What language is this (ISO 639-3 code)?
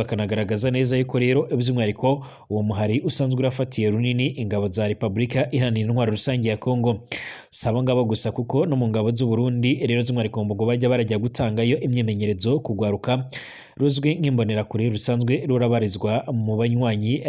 run